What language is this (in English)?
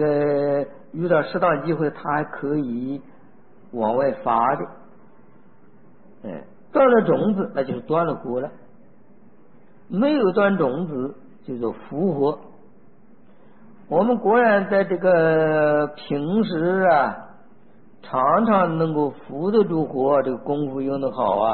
Chinese